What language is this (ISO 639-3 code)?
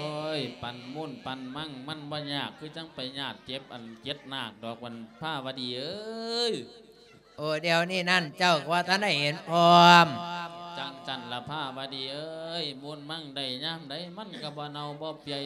lao